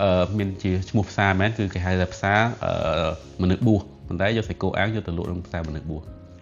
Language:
Khmer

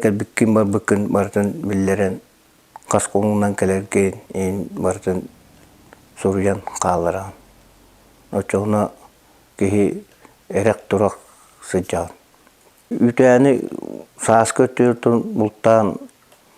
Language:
Yakut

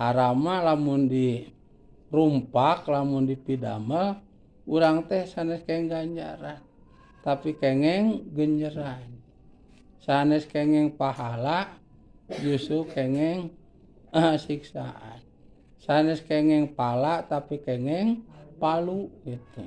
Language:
Sundanese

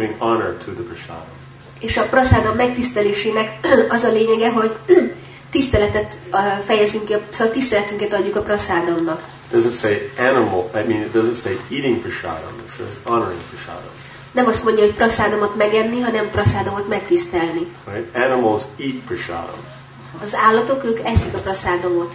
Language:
Hungarian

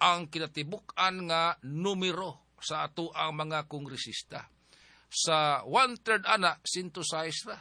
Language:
Cebuano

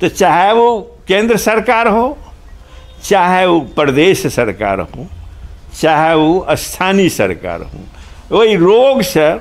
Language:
Maithili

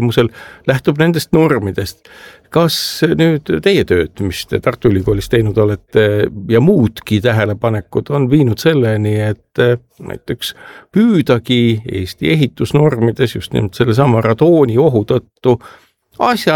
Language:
Estonian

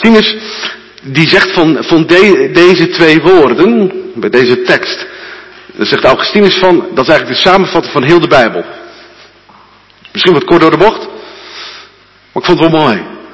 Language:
Dutch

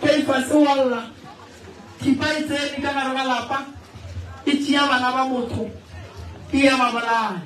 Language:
Northern Sotho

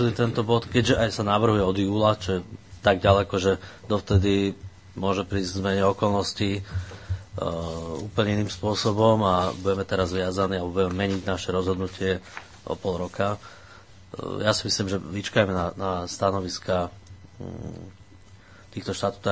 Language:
Slovak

